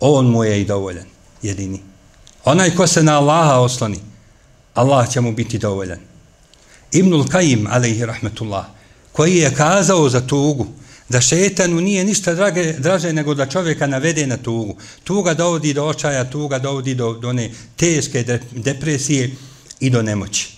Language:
Bosnian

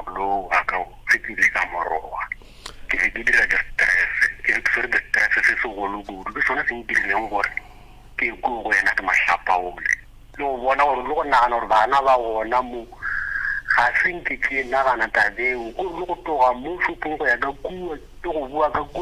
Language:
Northern Sotho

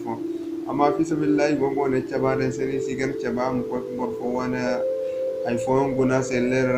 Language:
Zarma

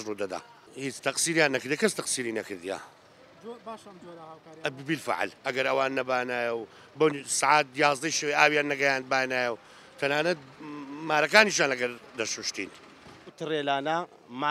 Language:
Central Kurdish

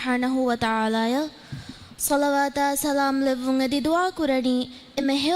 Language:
Divehi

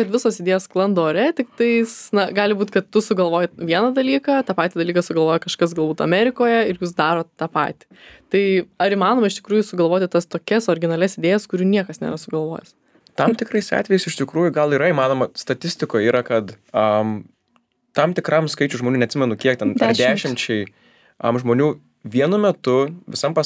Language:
Lithuanian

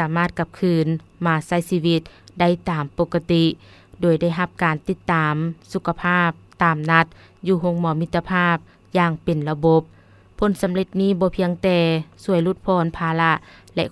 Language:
Lao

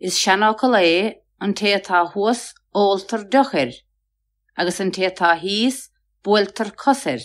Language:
Irish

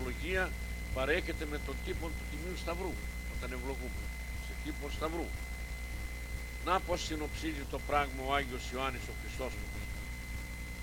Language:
Greek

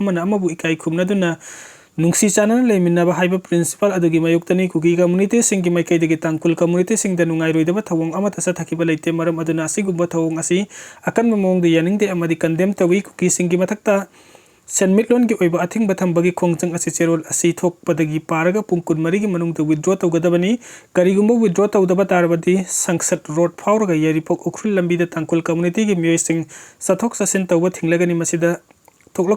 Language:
Manipuri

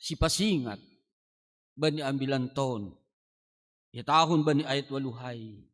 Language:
Batak Simalungun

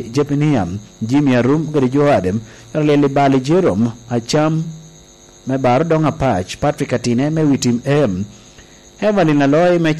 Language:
Lango (Uganda)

